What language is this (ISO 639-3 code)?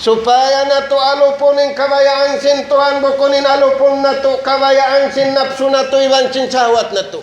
tsg